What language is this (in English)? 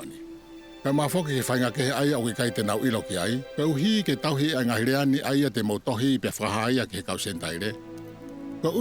Tongan